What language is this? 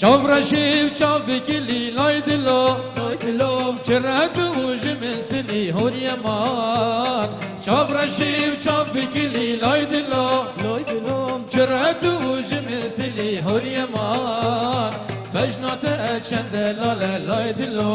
Kurdish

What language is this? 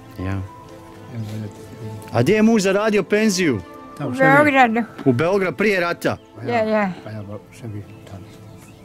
Bosnian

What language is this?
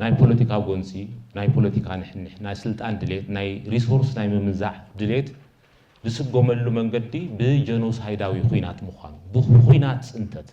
Tigrinya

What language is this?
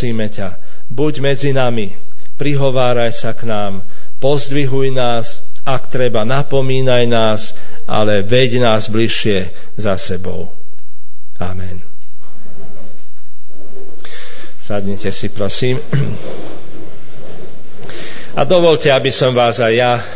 Slovak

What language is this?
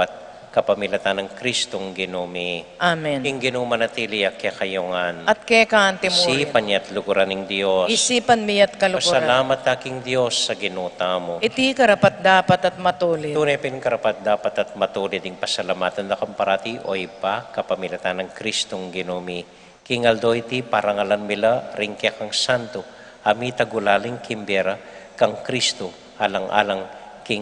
Pampanga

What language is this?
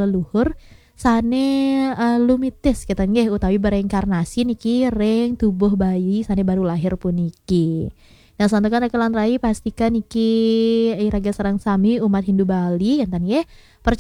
Balinese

